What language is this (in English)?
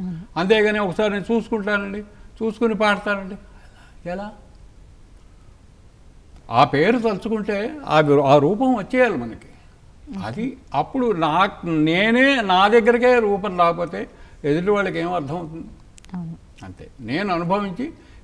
Telugu